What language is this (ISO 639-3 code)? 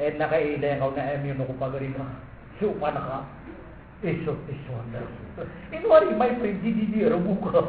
mrw